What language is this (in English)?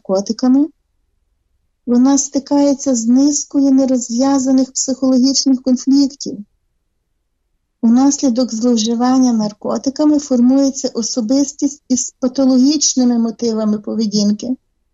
Ukrainian